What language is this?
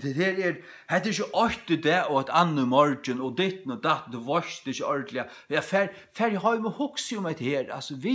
Faroese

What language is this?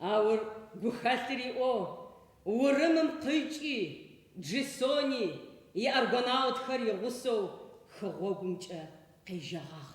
Adyghe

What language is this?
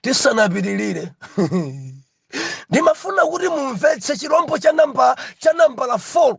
Nyanja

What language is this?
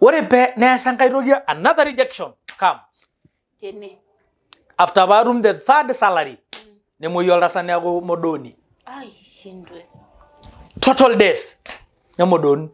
Masai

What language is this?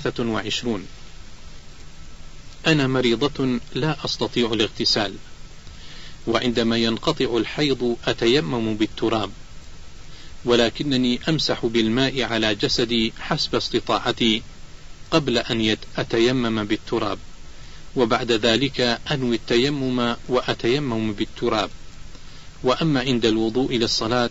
Arabic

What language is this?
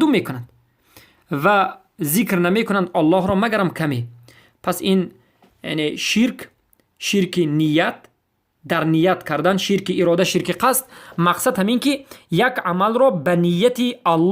Persian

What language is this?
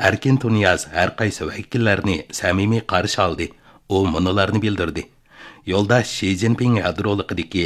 Uyghur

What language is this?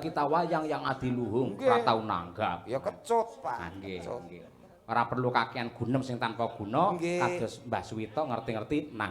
Javanese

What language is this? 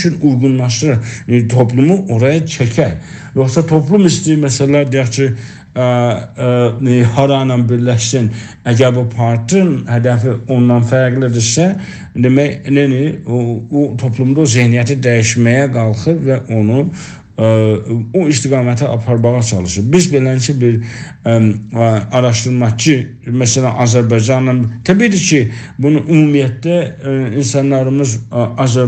South Azerbaijani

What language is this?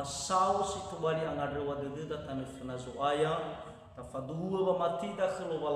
Nias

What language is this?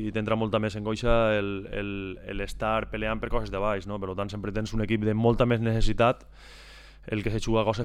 Catalan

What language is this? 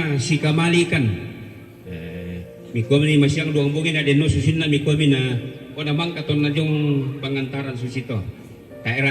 Toraja-Sa'dan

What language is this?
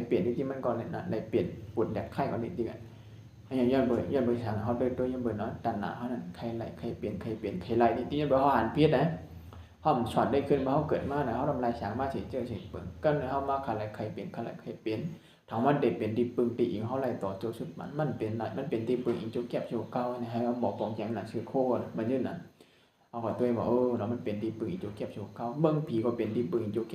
Shan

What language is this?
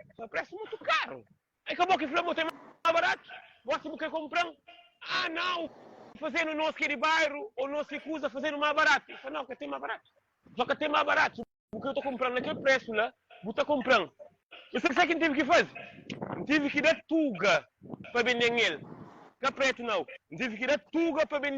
Kabuverdianu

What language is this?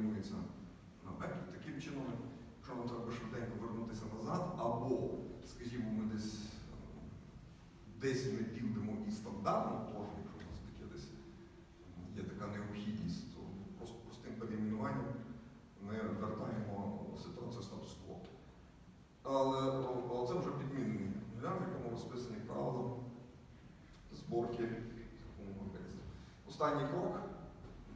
Ukrainian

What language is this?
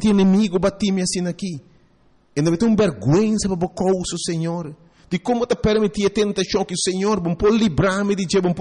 Papiamento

